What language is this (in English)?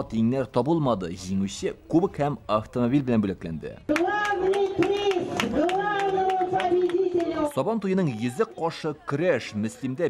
Tatar